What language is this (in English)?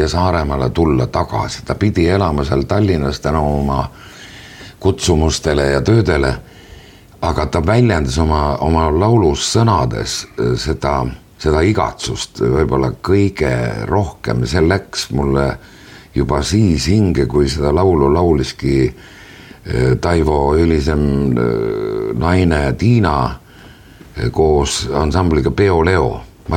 Estonian